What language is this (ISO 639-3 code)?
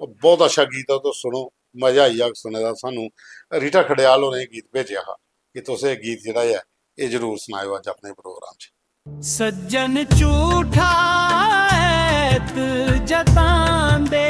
doi